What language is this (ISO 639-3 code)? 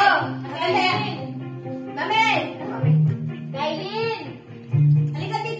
fil